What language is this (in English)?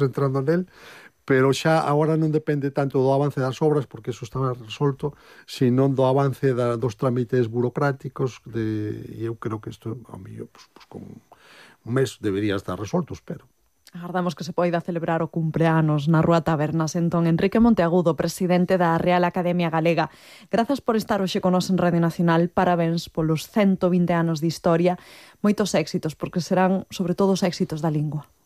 Galician